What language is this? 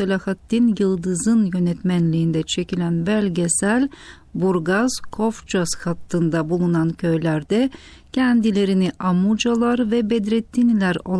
Turkish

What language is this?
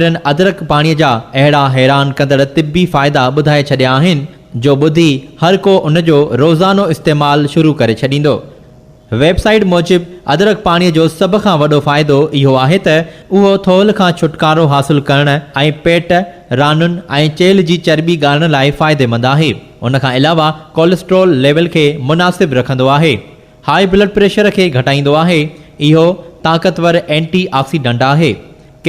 Sindhi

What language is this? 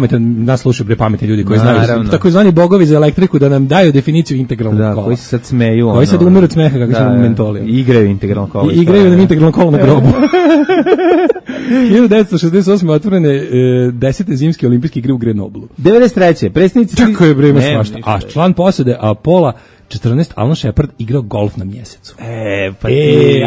Serbian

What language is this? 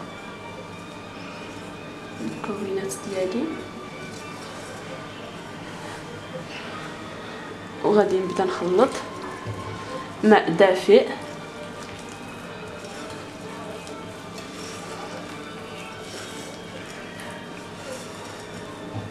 Moroccan Arabic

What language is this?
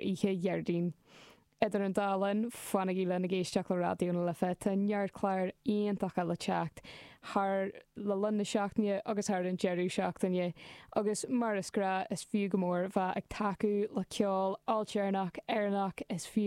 Irish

